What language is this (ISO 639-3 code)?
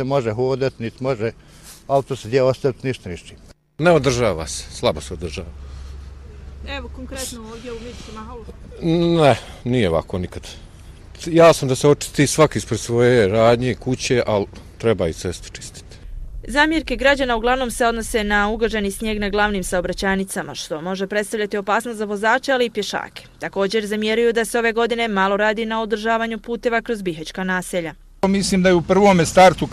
bos